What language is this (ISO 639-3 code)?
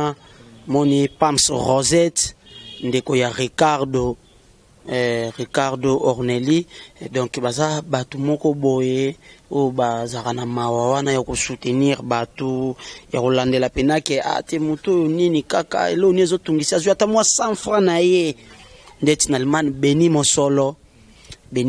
lin